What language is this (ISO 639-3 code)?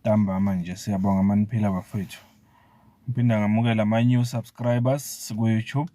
zul